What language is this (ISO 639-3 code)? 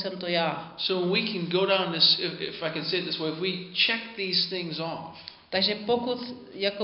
ces